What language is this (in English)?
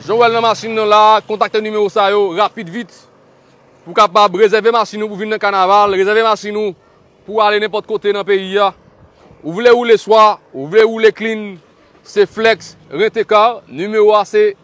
Haitian Creole